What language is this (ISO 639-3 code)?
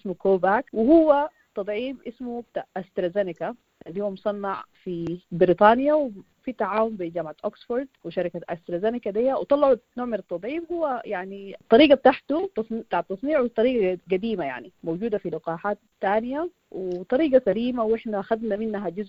apd